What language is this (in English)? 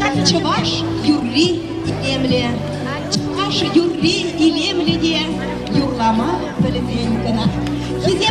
Chuvash